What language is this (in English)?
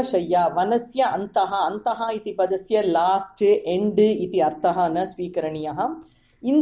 Sanskrit